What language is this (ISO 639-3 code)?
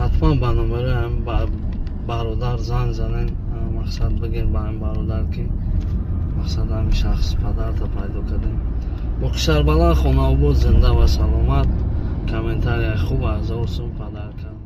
tgk